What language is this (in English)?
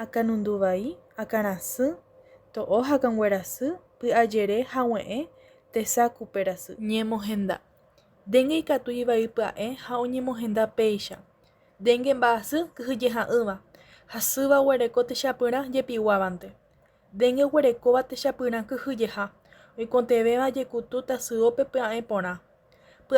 Guarani